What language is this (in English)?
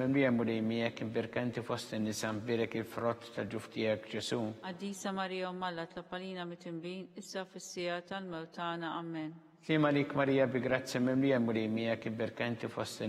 Maltese